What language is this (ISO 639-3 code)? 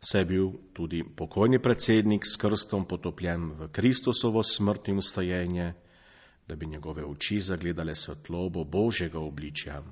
slv